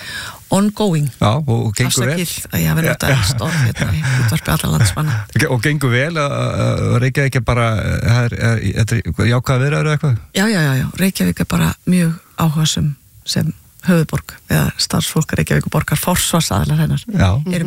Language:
Icelandic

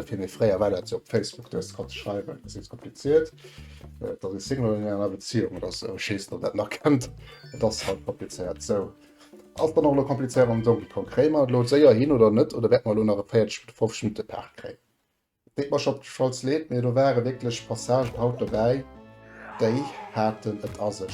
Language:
Luxembourgish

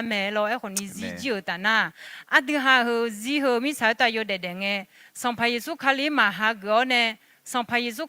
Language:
Akha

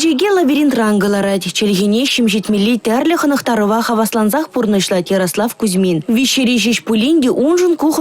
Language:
Chuvash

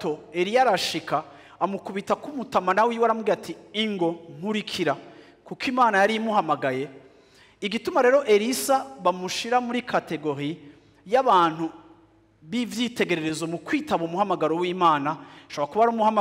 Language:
Rundi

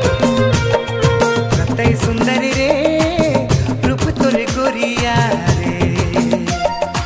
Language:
Sadri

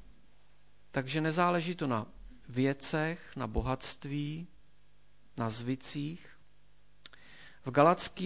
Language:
Czech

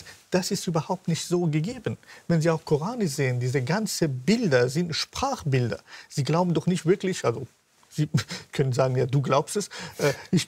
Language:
German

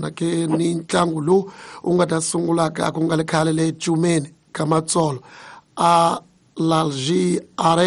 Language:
Tsonga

